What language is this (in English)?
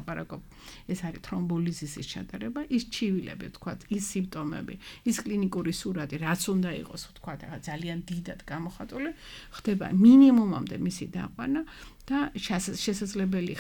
Georgian